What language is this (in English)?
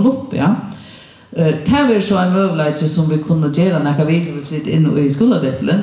Faroese